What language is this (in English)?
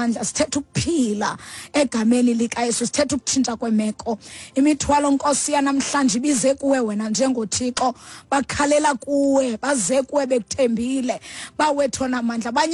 Xhosa